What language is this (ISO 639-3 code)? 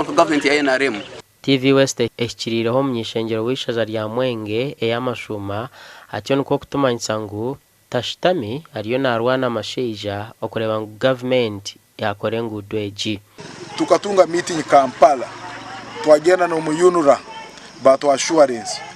nyn